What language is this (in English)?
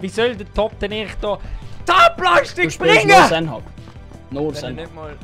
Swiss German